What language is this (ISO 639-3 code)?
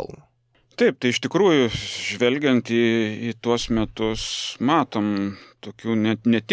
lit